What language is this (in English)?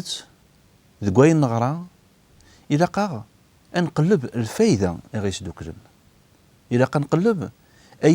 Kabyle